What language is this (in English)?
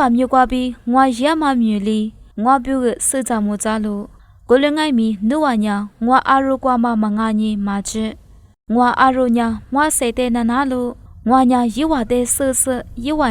Lisu